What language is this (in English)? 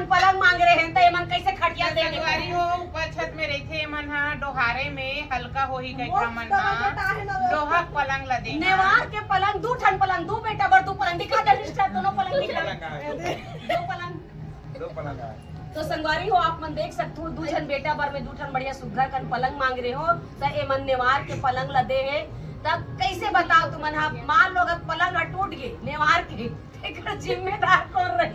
Chhattisgarhi